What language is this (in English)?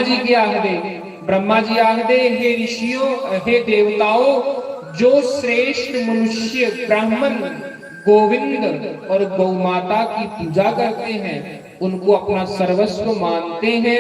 Dogri